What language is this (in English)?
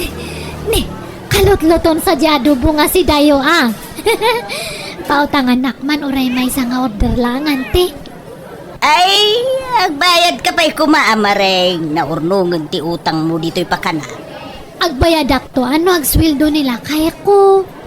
Iloko